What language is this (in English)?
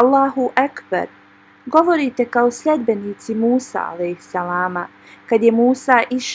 Bosnian